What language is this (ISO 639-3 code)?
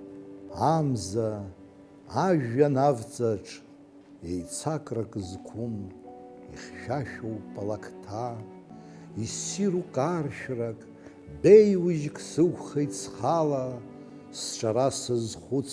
abk